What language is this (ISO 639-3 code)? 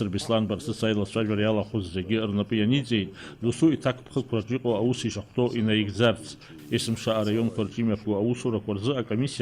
abk